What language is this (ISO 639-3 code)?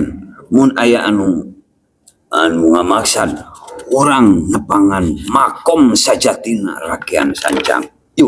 sun